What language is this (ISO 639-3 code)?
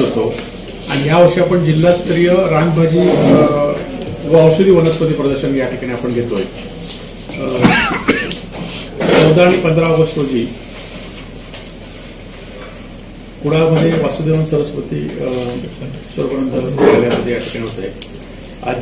mar